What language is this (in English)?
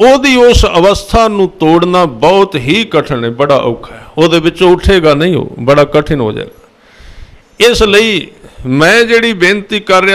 Punjabi